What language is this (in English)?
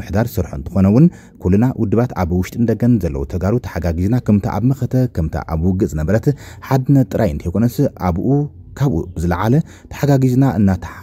Tigrinya